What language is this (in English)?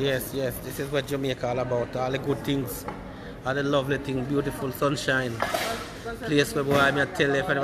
Jamaican Creole English